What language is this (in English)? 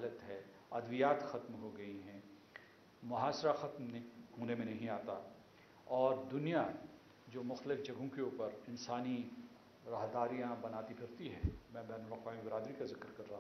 Urdu